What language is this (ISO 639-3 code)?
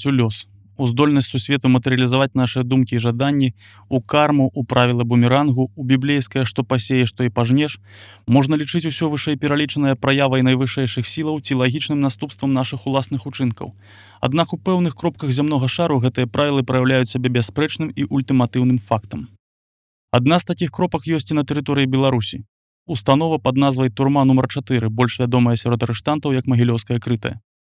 bel